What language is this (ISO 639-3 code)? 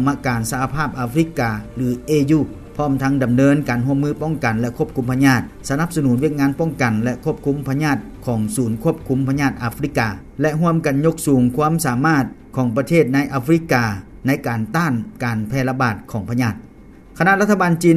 lao